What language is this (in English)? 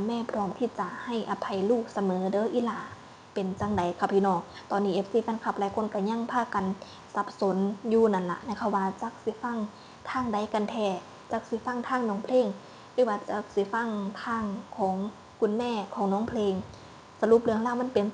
Lao